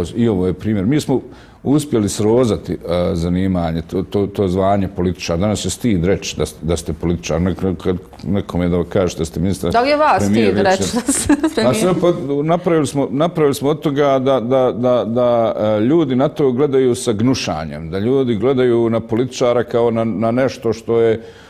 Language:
Bosnian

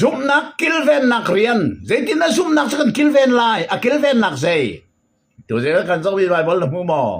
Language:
Hakha Chin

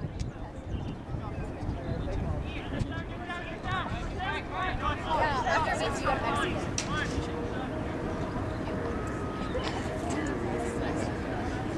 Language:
English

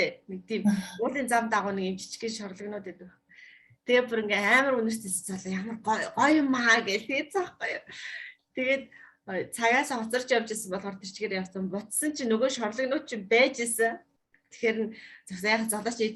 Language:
Mongolian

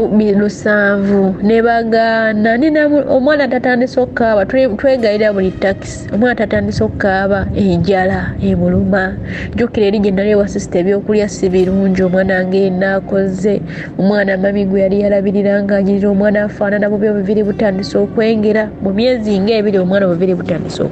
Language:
Ganda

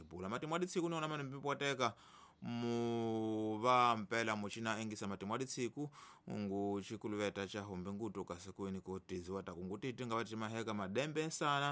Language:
Tsonga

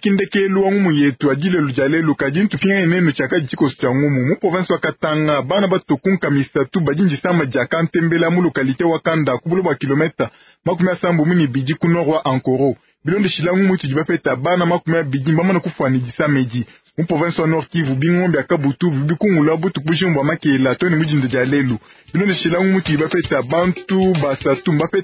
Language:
Luba-Lulua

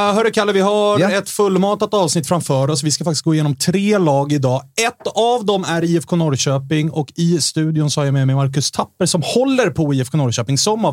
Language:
Swedish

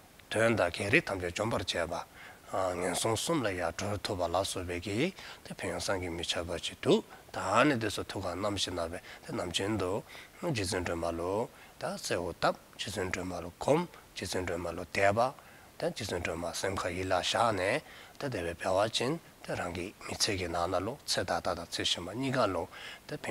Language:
Dzongkha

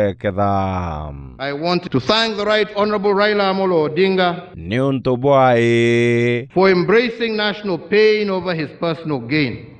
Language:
Meru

